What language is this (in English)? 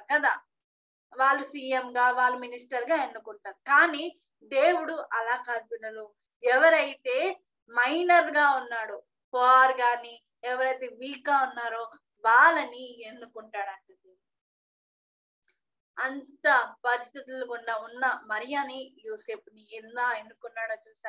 Telugu